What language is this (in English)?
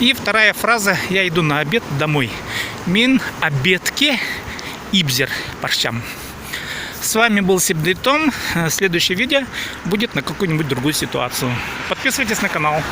Khakas